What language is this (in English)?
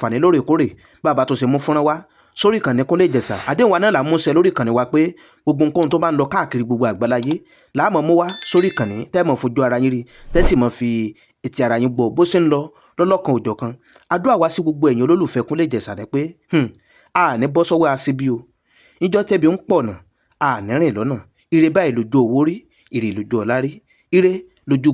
Yoruba